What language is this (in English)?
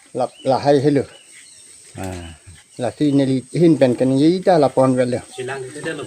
Karbi